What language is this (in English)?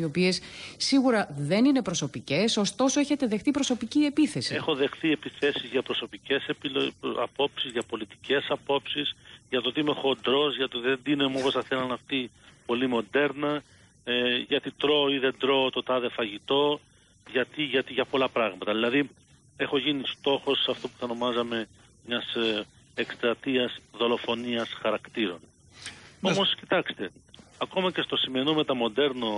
Greek